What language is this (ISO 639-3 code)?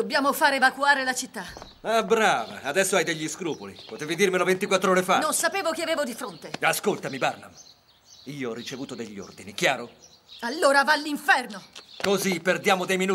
ita